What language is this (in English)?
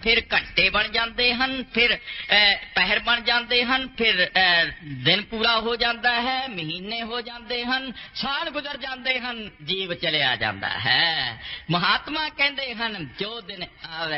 Punjabi